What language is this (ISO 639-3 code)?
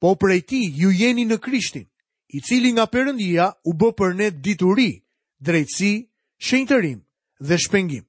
sqi